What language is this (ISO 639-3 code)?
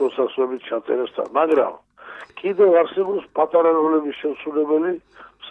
kat